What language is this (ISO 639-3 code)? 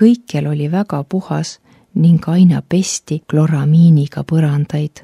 est